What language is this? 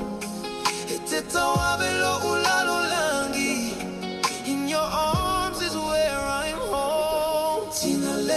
Samoan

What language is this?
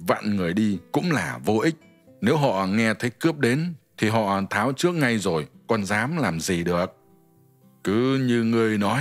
Vietnamese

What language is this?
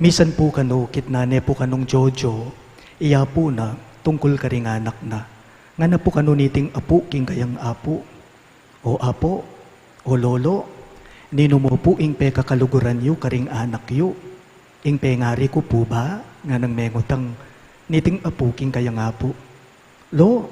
Pampanga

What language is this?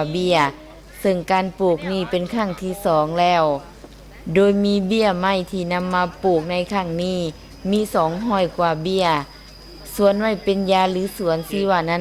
Lao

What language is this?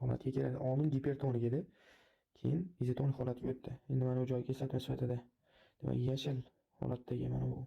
Uzbek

